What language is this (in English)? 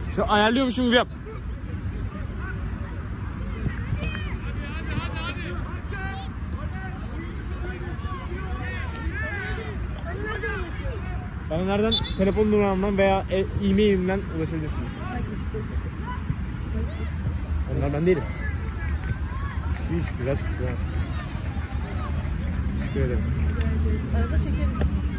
Turkish